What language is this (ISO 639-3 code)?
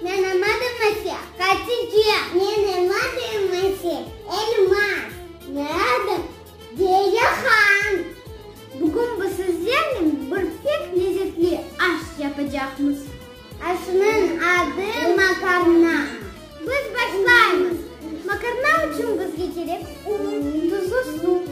crh